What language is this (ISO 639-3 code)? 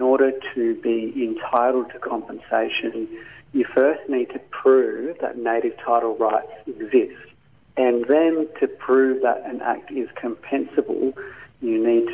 eng